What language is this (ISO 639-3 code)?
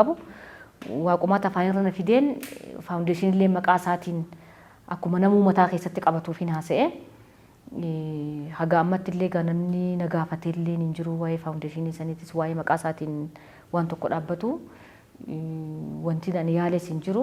orm